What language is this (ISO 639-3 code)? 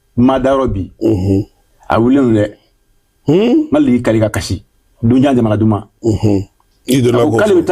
bam